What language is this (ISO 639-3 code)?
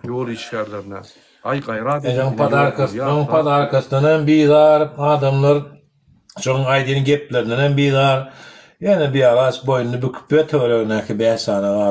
tuk